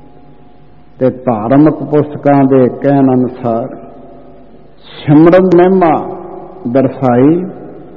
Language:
Punjabi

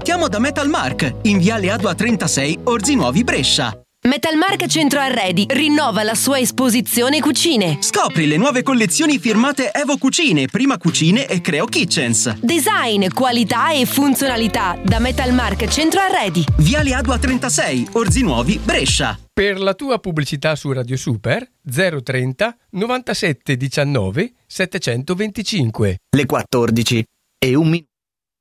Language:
Italian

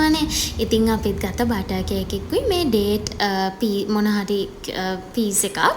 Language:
Sinhala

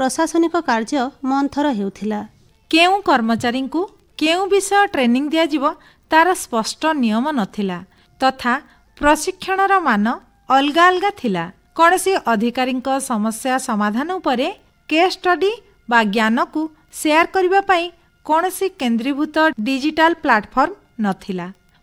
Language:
Odia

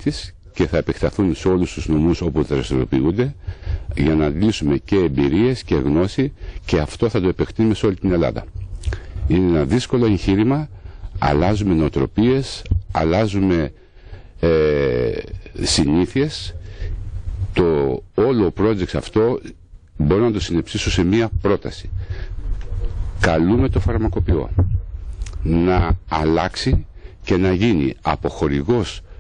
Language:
Greek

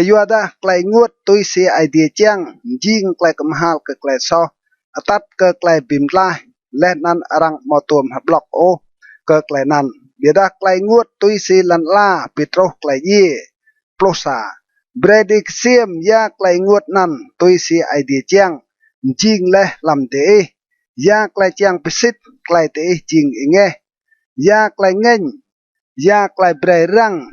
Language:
Rade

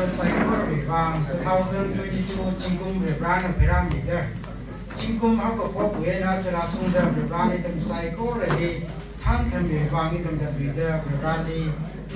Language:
Tangkhul Naga (India)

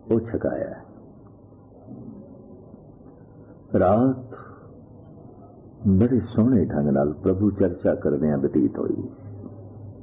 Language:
Punjabi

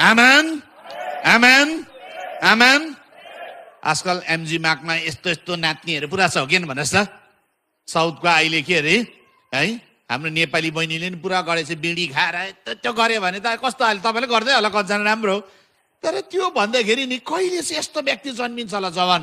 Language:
Nepali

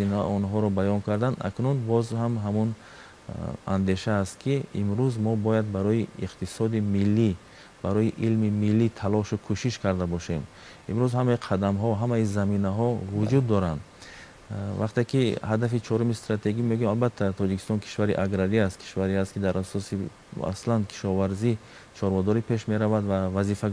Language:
Tajik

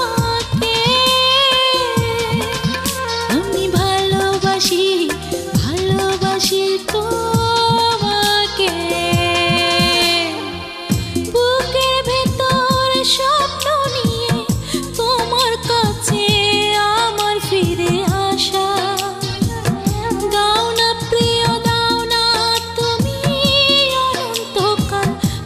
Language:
Bangla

